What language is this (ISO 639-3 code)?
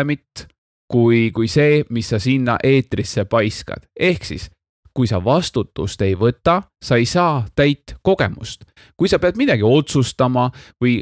est